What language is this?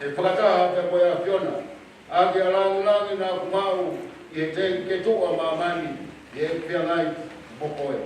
Tongan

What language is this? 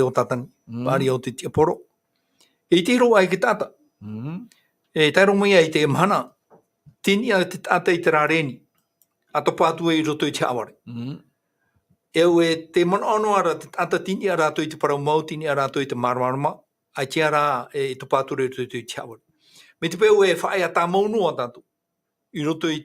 Tahitian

